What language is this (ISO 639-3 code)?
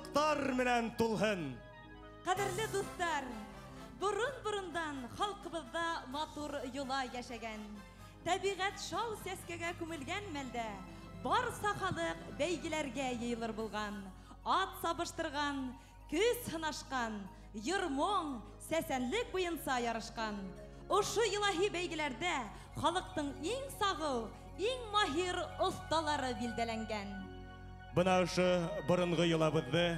bak